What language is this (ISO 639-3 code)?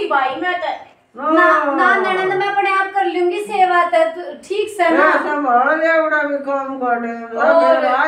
bgc